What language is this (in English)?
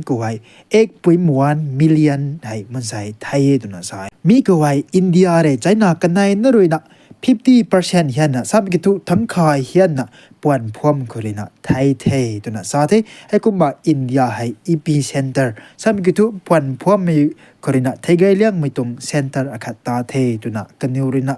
Rongmei Naga